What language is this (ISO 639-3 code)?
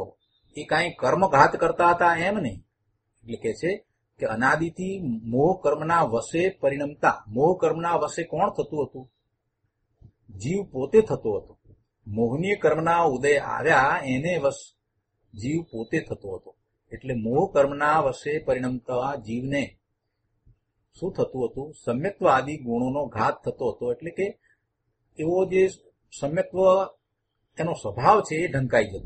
guj